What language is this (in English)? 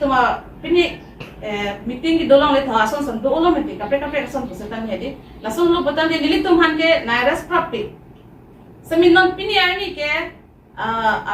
Karbi